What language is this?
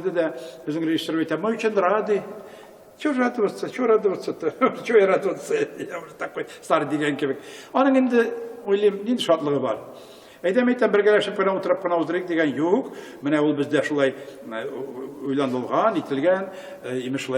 Tatar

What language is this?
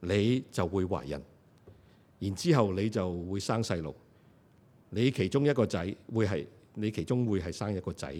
Cantonese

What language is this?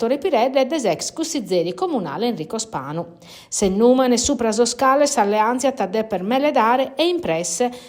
Sardinian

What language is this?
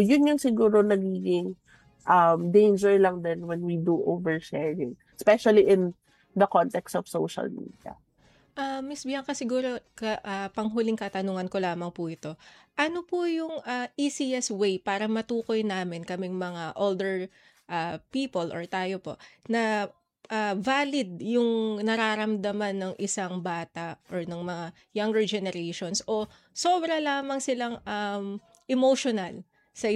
Filipino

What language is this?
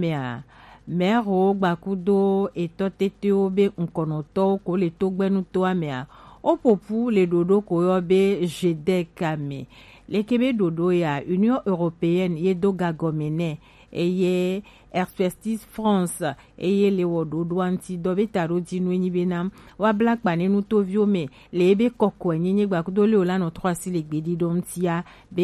Gen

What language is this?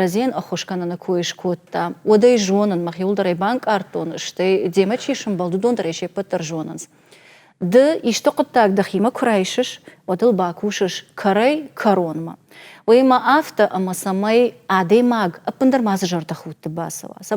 Ossetic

